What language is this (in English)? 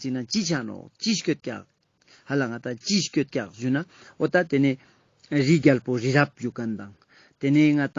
Ladakhi